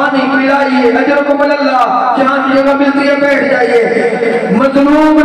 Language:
Urdu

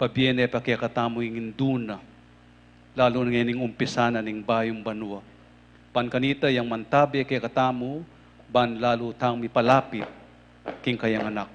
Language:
Pampanga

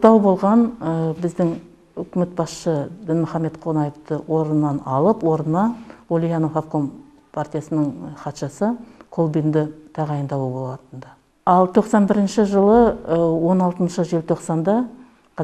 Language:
Kazakh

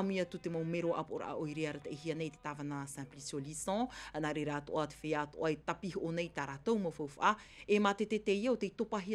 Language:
Tahitian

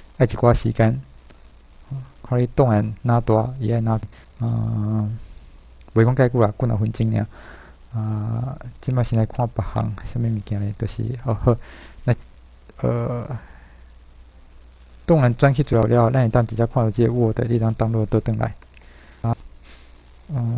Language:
Min Nan Chinese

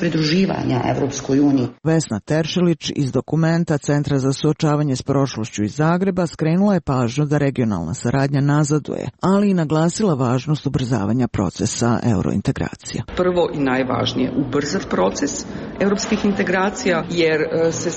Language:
Serbian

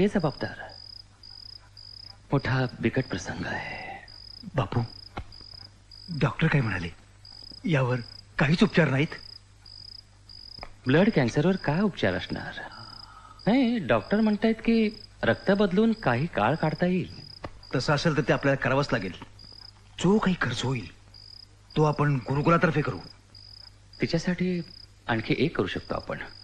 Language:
Marathi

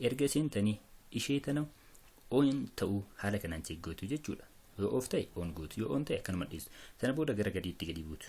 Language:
Oromo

